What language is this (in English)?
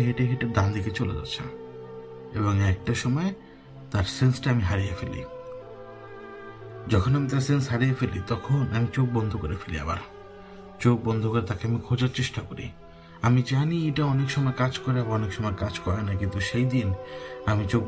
Bangla